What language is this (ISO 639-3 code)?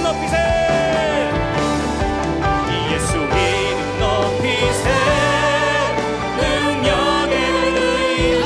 kor